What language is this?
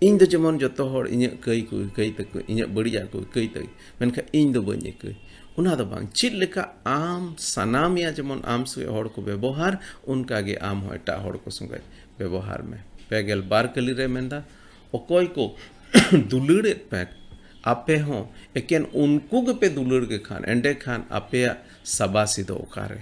Santali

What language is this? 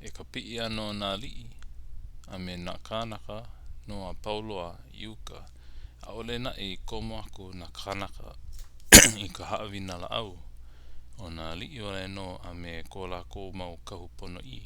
Hawaiian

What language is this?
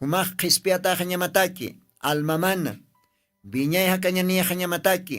Aymara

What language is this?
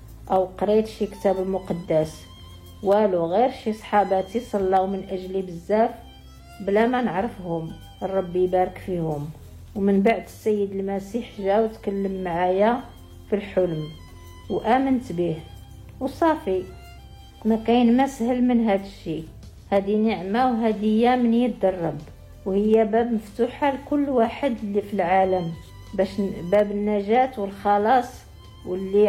Moroccan Arabic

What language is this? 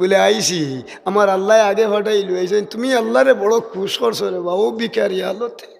Sylheti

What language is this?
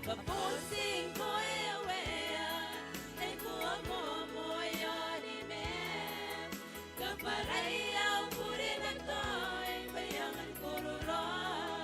Gilbertese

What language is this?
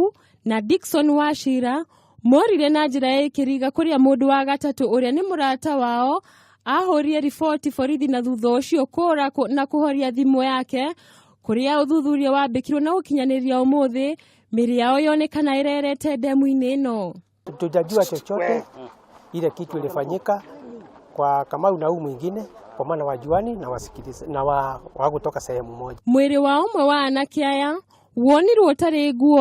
Kikuyu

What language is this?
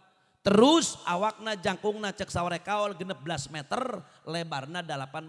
Sundanese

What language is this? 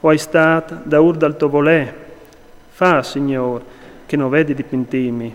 Friulian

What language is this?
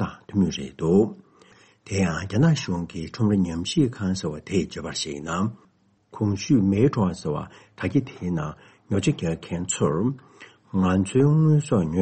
Tibetan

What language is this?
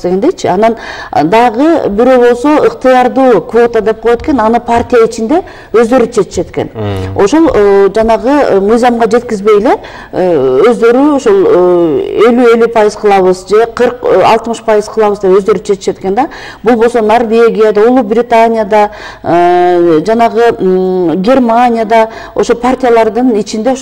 Kyrgyz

